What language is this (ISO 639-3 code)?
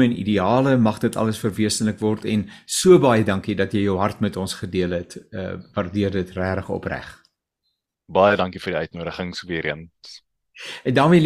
afr